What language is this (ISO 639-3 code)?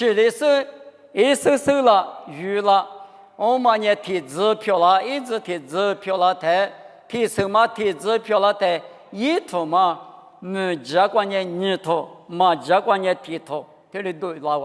lis